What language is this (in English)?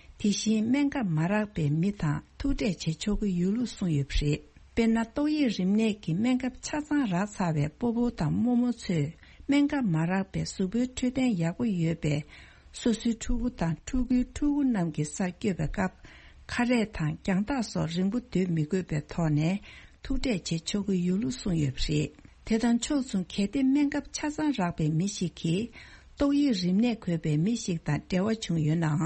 Tibetan